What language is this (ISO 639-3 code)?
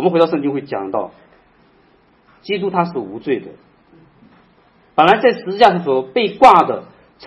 zho